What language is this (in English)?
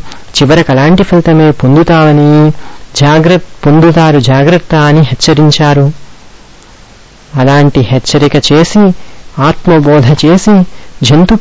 Telugu